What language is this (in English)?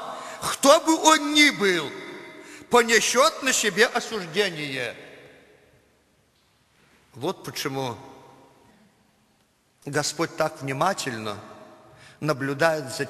Russian